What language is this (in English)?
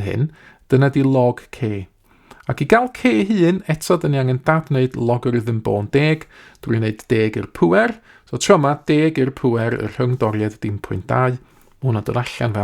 Welsh